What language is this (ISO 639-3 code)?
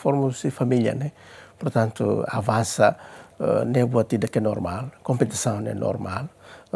tet